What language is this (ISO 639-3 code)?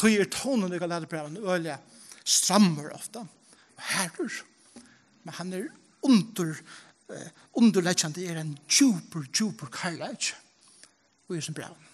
fao